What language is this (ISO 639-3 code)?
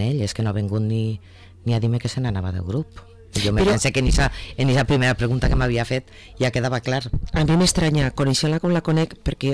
cat